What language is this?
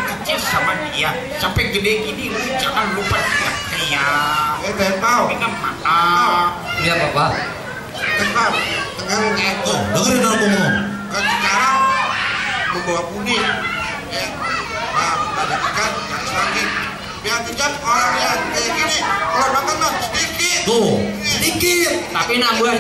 Betawi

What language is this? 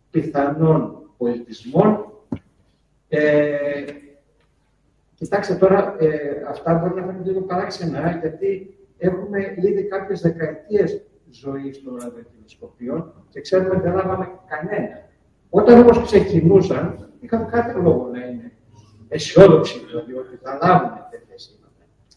Greek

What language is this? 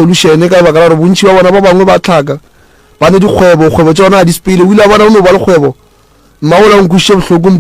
Northern Sotho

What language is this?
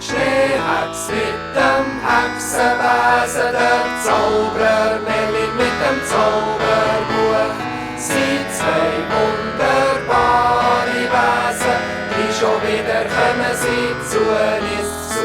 Swiss German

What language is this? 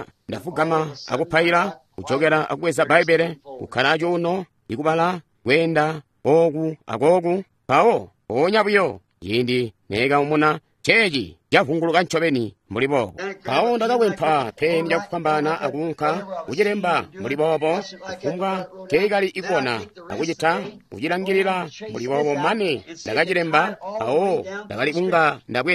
Tonga (Zambia)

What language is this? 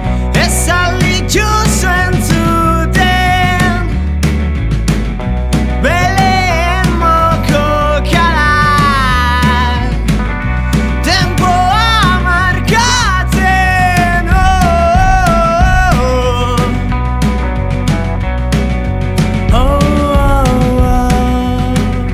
Basque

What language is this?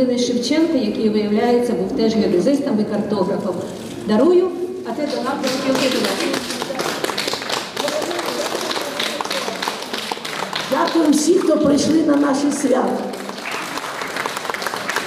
Ukrainian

